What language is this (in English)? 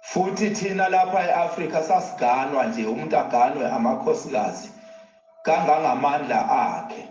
Zulu